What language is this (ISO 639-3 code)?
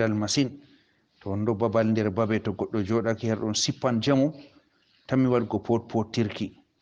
ful